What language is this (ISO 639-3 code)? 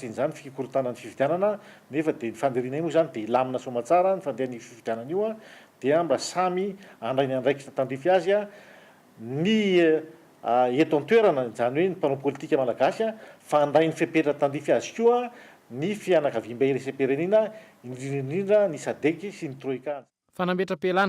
mlg